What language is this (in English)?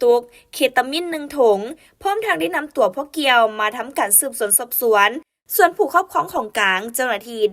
Lao